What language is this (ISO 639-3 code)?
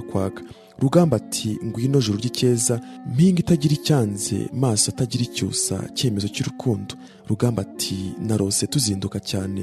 kin